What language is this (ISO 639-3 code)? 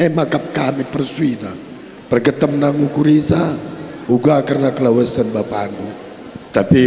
btx